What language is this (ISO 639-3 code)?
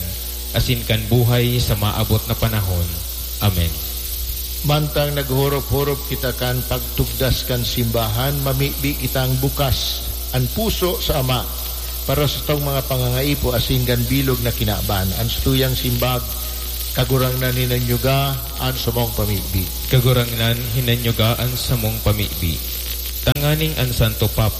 bik